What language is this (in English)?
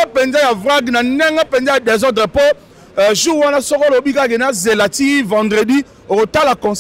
Lingala